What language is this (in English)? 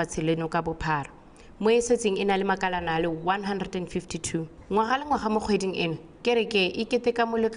Tswana